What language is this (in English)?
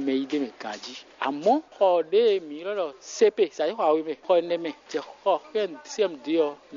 Fon